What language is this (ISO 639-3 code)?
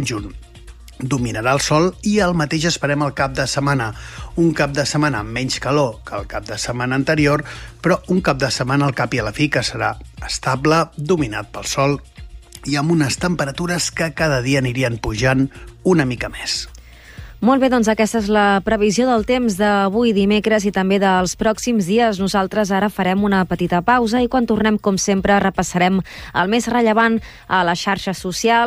cat